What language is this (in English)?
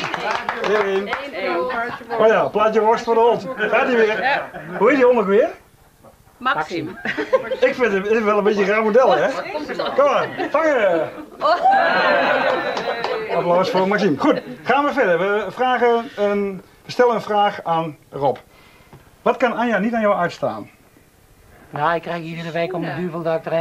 Dutch